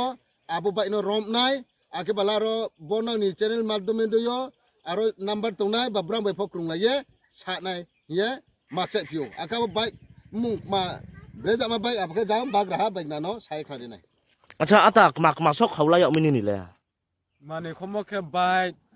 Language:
Riang (India)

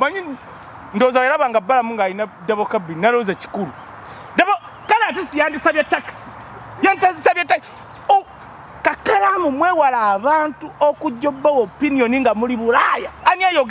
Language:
Ganda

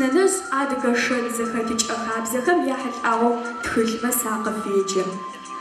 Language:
Adyghe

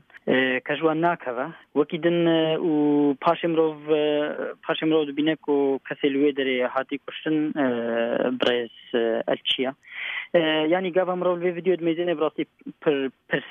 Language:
Central Kurdish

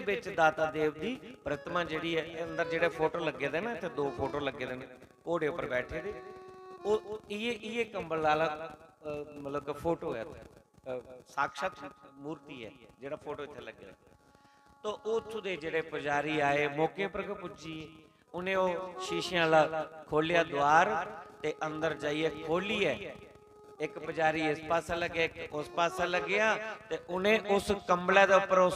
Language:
Dogri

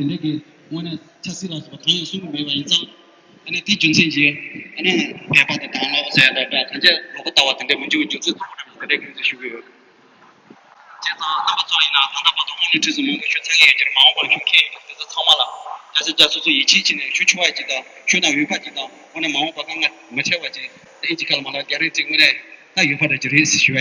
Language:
Tibetan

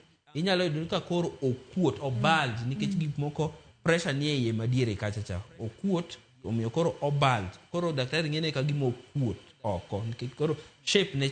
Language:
Luo (Kenya and Tanzania)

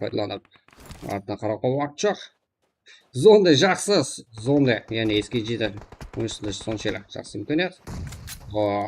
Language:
Kara-Kalpak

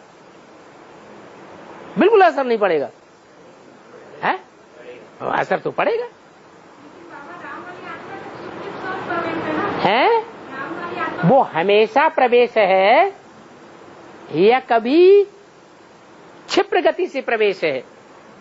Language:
Hindi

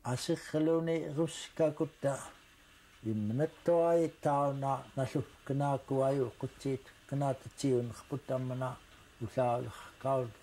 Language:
Central Yupik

